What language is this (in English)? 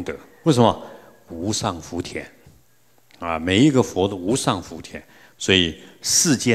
Chinese